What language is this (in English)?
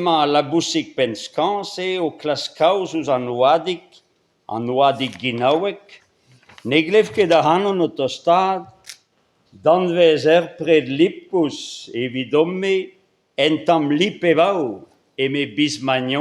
Breton